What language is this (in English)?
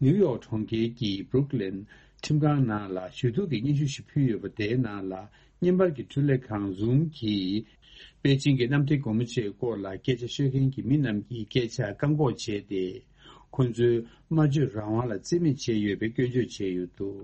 Tibetan